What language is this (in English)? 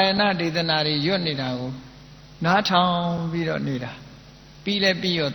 Burmese